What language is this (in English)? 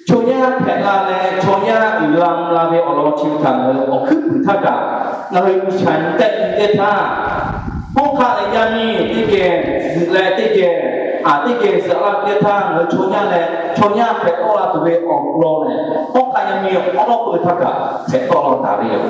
Lahu